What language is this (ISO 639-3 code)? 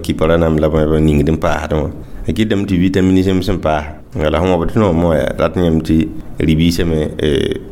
mos